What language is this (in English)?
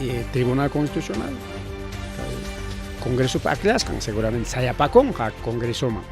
Ayacucho Quechua